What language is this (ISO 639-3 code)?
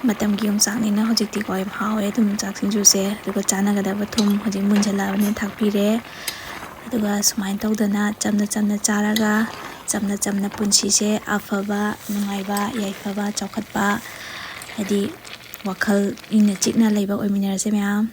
mni